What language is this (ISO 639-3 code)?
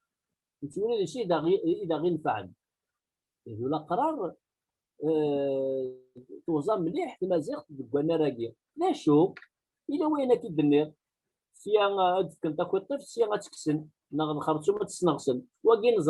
kab